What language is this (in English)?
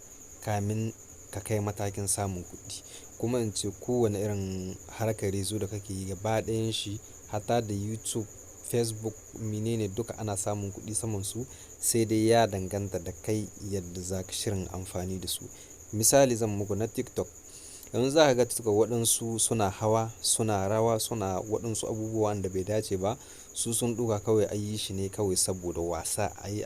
Hausa